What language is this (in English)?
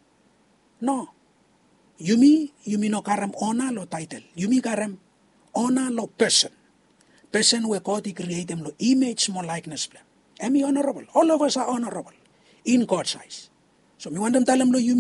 Bislama